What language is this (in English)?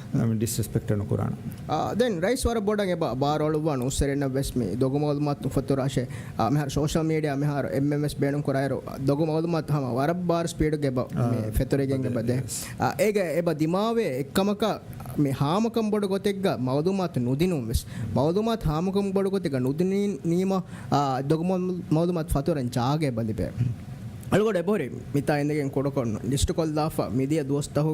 Divehi